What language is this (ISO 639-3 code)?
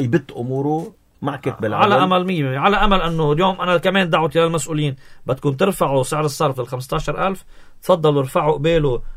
apc